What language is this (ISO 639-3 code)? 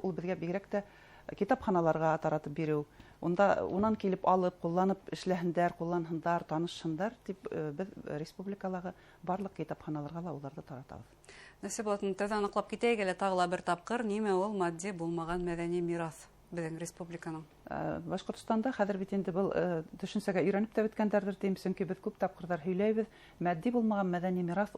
bak